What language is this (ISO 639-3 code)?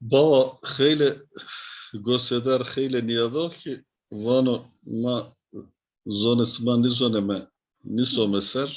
zza